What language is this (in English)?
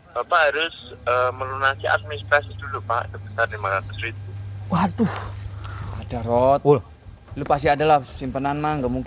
Betawi